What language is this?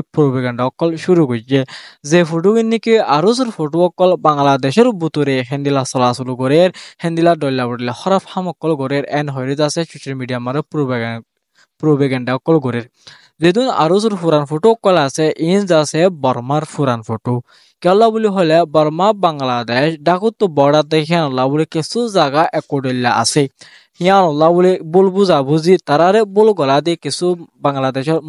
Rohingya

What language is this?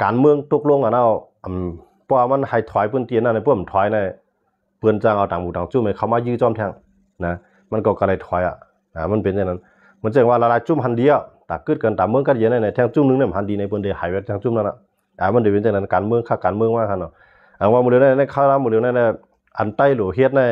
Shan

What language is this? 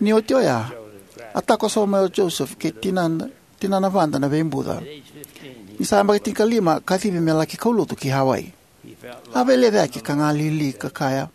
Fijian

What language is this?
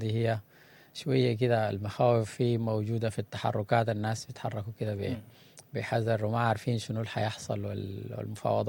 Sudanese Arabic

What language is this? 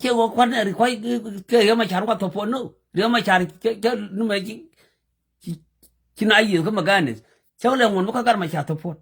Nuer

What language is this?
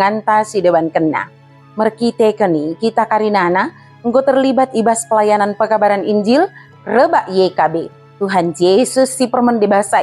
Batak Dairi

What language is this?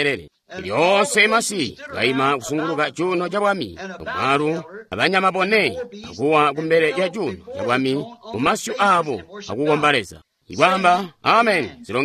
Tonga (Zambia)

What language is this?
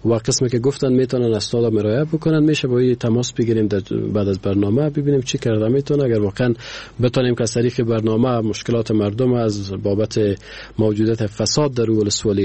Persian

